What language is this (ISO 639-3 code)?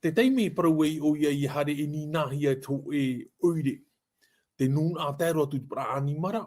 tah